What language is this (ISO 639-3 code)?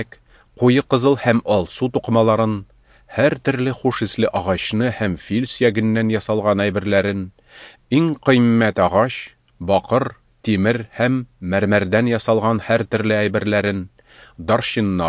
tat